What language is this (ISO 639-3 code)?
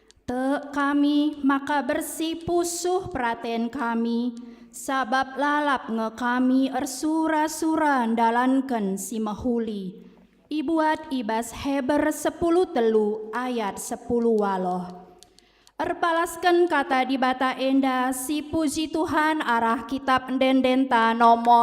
btx